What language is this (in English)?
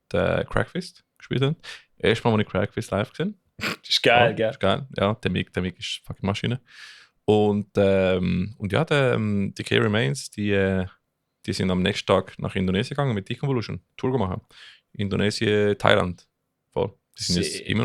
Swiss German